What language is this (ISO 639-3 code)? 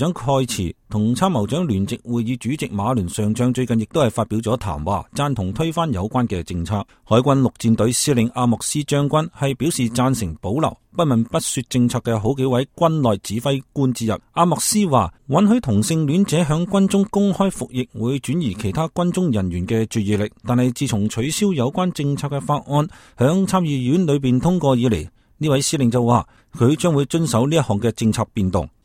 yue